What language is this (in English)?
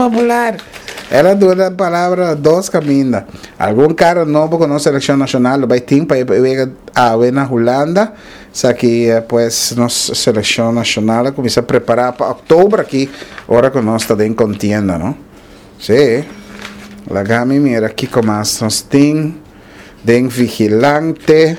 Papiamento